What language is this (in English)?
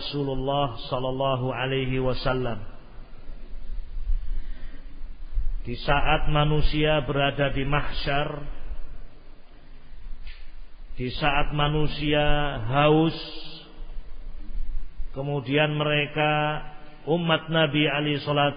Indonesian